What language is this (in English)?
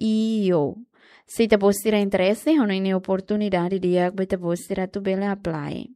Tetum